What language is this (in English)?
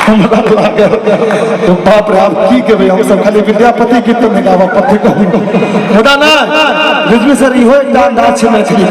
Maithili